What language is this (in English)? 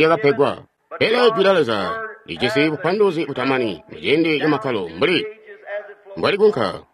Tonga (Zambia)